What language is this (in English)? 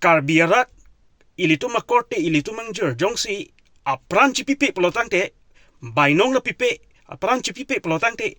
Karbi